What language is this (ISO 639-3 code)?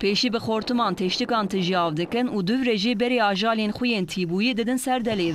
kur